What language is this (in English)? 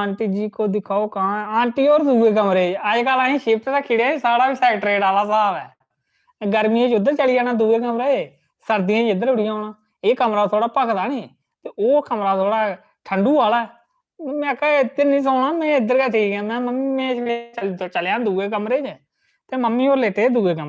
Dogri